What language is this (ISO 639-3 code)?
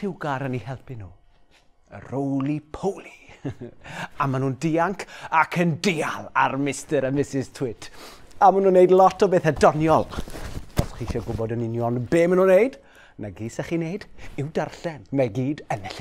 cym